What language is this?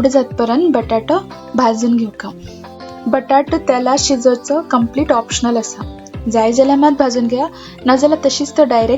Konkani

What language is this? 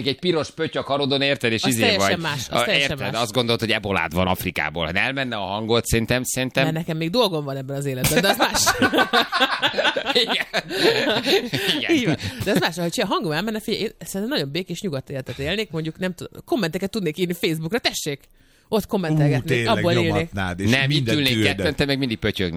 Hungarian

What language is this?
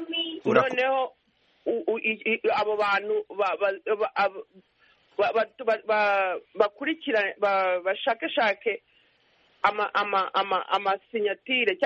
Kinyarwanda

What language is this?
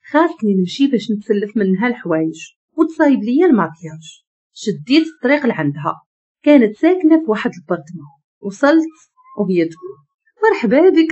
Moroccan Arabic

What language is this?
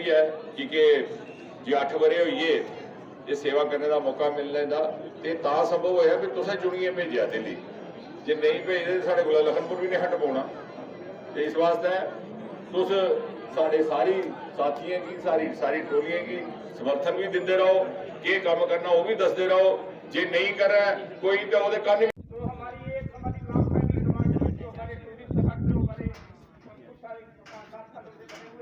Dogri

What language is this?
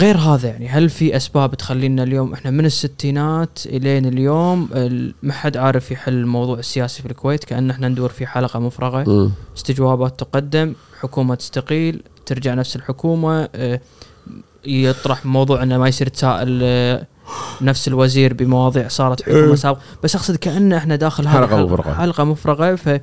Gulf Arabic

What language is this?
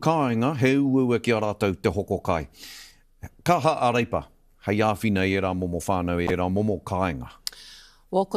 Māori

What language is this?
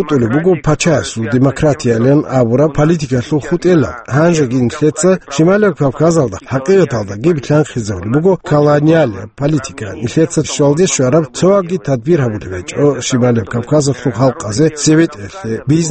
Avaric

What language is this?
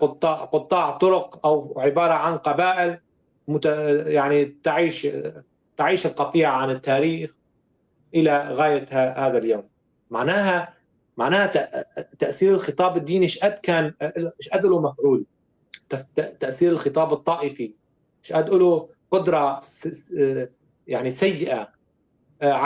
North Levantine Arabic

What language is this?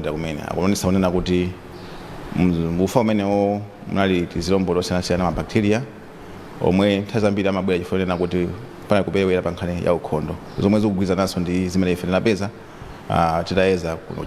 Nyanja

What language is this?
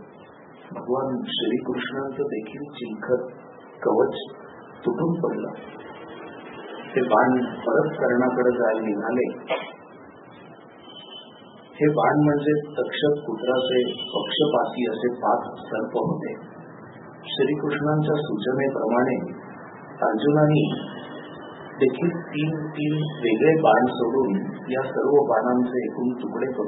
Marathi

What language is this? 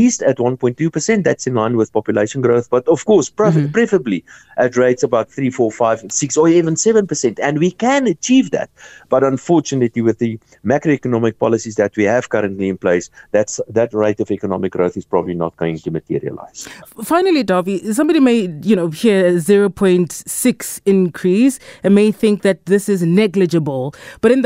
English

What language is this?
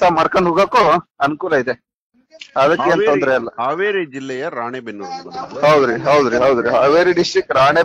Kannada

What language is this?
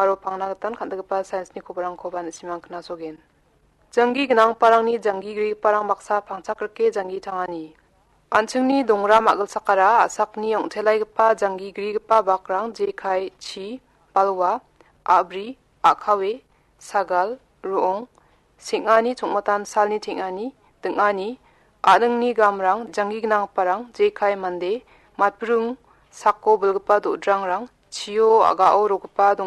Garo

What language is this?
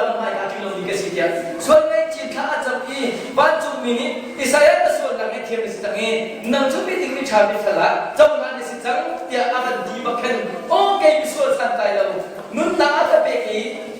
Hakha Chin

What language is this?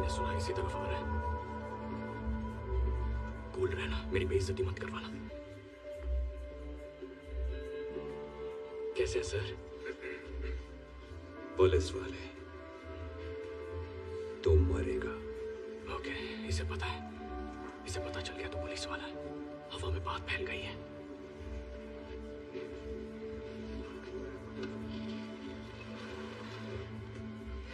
Hindi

